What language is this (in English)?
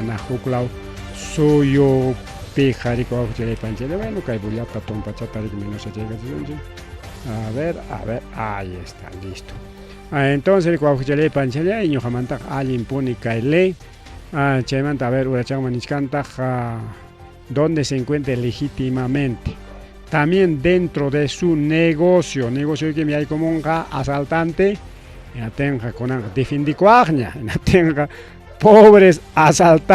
Ayacucho Quechua